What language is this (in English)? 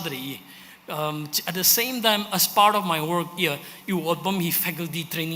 Tangkhul Naga (India)